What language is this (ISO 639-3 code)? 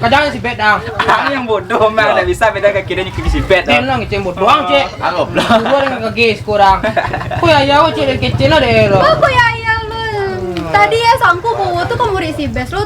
min